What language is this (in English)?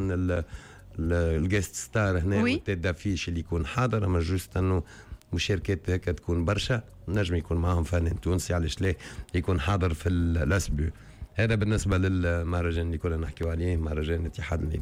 Tunisian Arabic